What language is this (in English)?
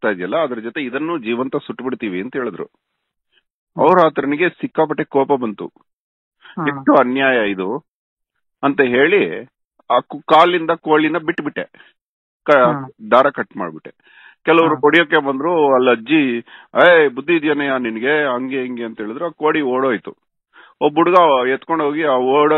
Kannada